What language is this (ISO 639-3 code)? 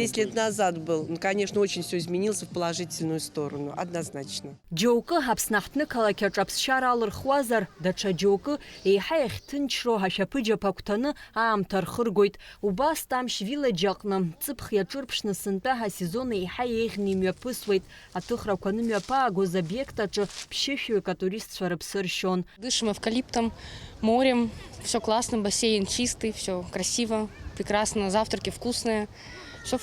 abk